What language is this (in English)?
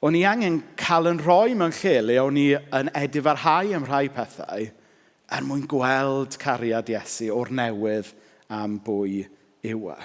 Welsh